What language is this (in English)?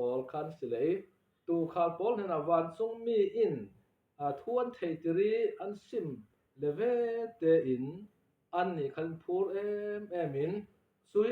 Falam Chin